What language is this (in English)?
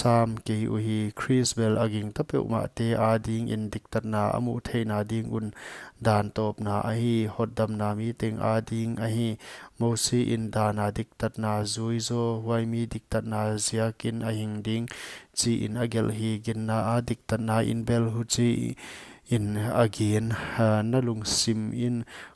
Paite Chin